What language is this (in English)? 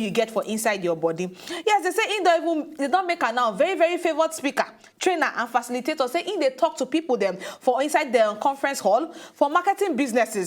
Nigerian Pidgin